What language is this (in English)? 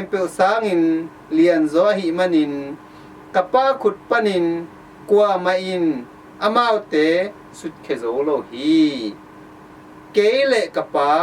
Tedim Chin